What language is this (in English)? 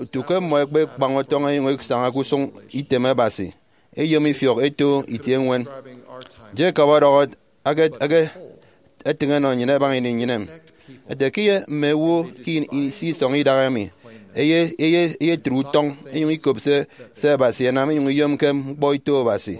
Efik